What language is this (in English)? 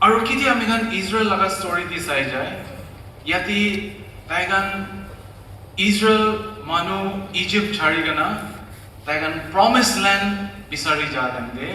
Naga Pidgin